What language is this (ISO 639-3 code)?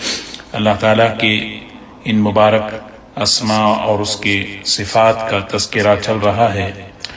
urd